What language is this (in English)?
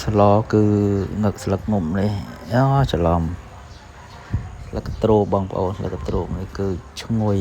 Khmer